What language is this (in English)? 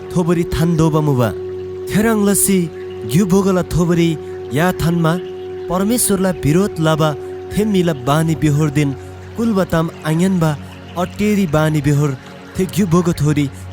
Eastern Tamang